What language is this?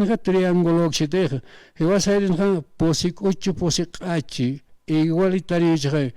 Aymara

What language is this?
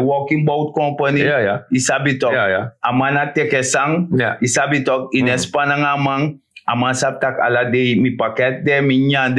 Sranan Tongo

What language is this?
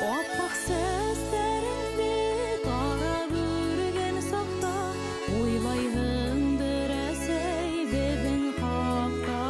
Bashkir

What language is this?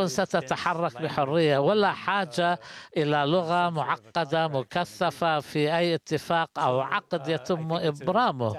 Arabic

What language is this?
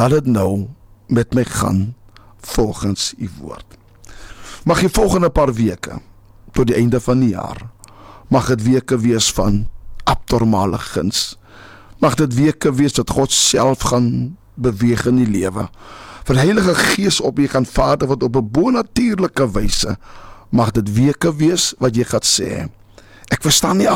Afrikaans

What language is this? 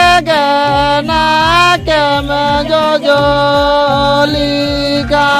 Santali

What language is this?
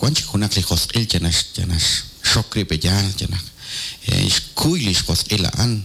Kekchí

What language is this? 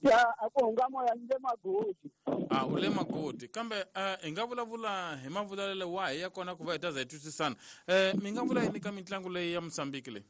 Tsonga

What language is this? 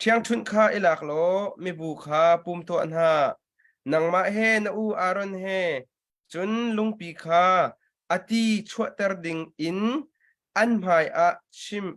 Hakha Chin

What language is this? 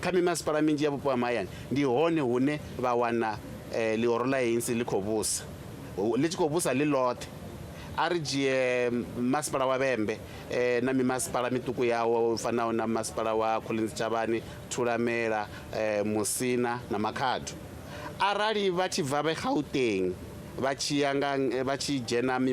Venda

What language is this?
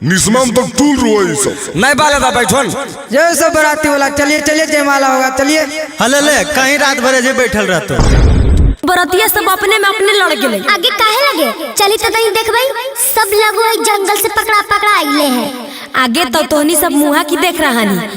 Magahi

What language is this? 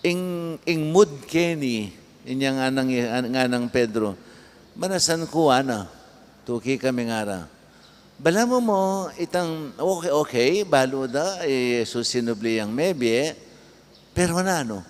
Pampanga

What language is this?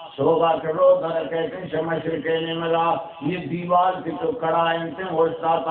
Baluchi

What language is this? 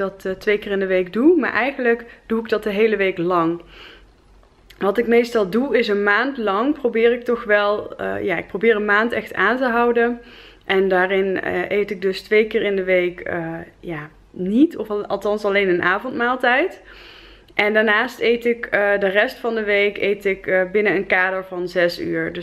Dutch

